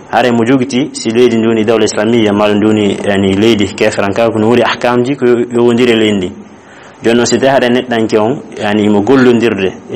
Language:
Fula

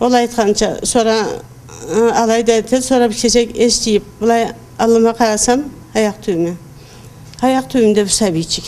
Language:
Karachay-Balkar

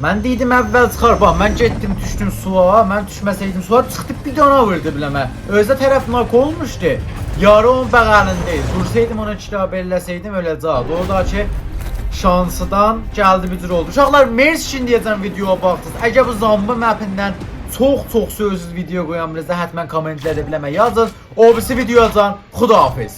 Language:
South Azerbaijani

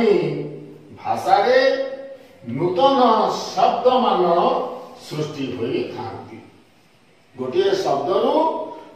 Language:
Odia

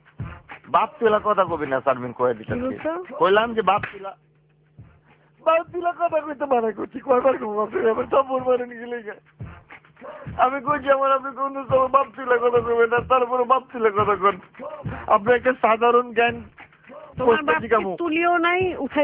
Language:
Bangla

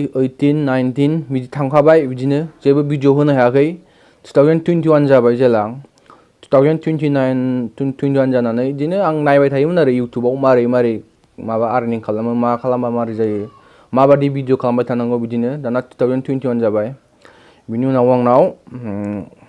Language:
Bodo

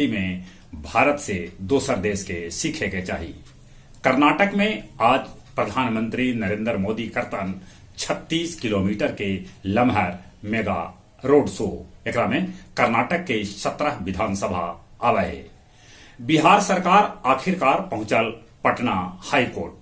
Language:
Magahi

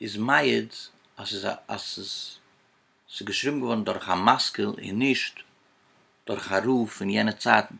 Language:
Yiddish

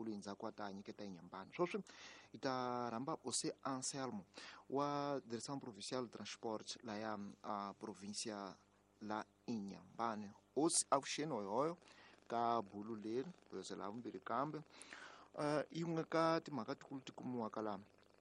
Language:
Tsonga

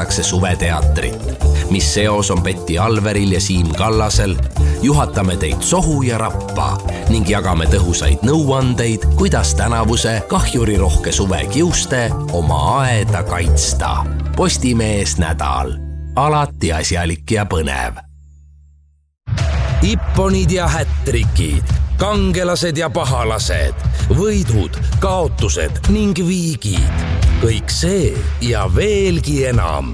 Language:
Estonian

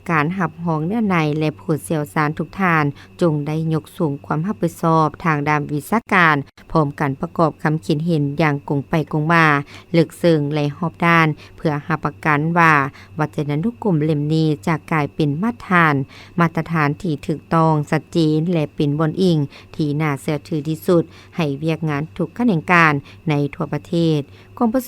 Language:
Lao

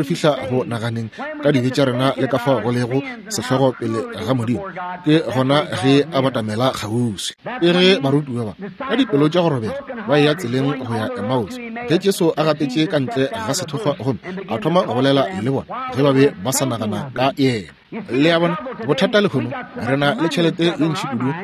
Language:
Northern Sotho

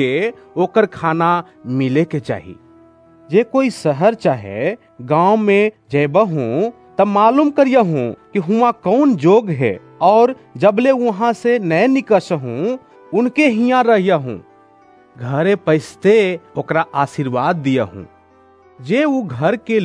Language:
Bhojpuri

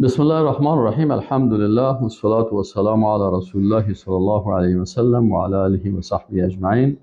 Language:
Persian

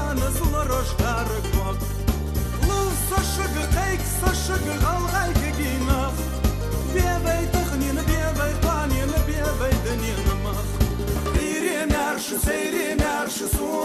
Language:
Ingush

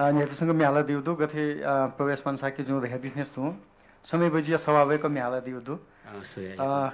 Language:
Newari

